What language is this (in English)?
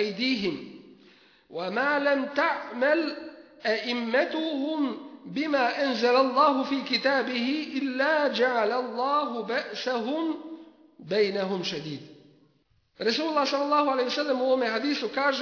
Bosnian